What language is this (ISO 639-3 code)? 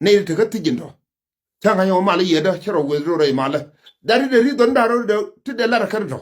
nus